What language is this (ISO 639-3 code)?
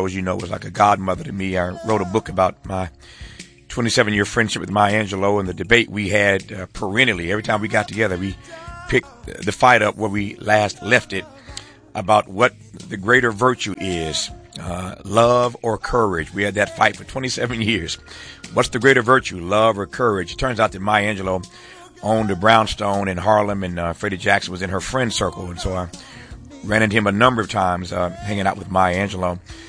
eng